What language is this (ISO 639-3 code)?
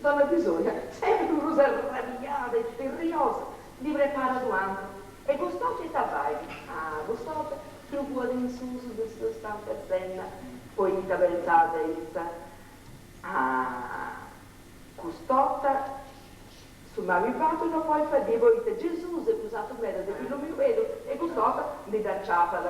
srd